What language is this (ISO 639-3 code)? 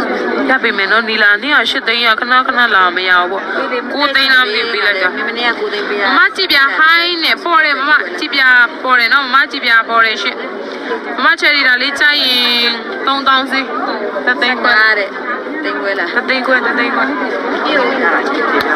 mya